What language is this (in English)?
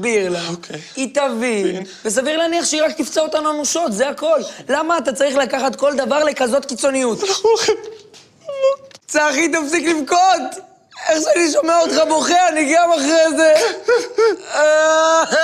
Hebrew